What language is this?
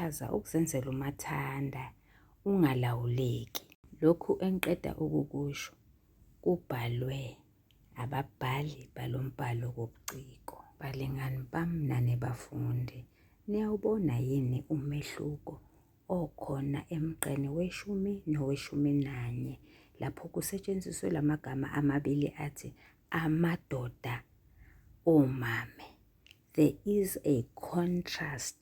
Zulu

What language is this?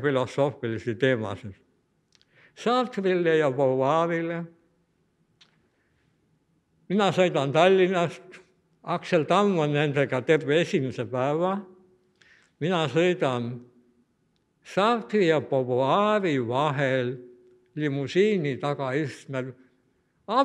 Estonian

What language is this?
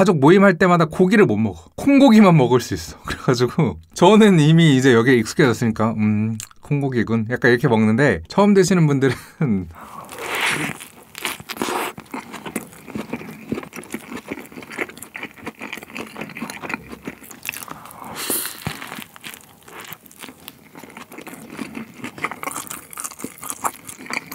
Korean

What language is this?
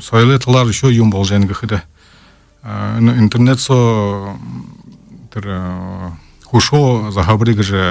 Buriat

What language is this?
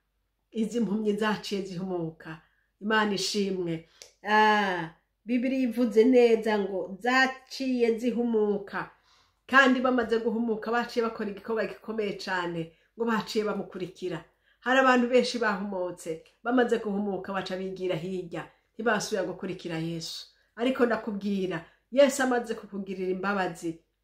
Rundi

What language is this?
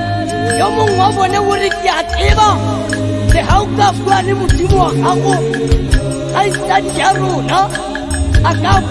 Northern Sotho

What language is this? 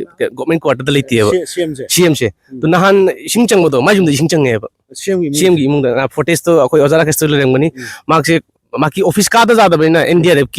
Manipuri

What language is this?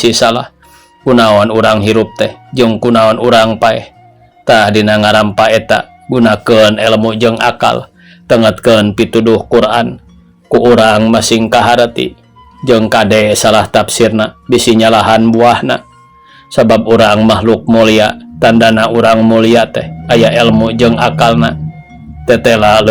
Sundanese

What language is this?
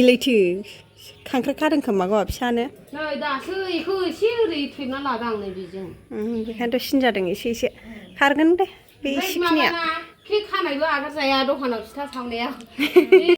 Bodo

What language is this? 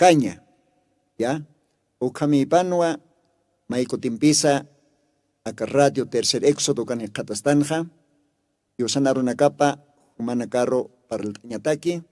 Aymara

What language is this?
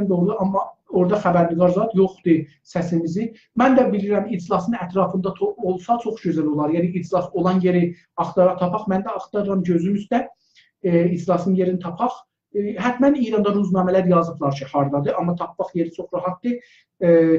South Azerbaijani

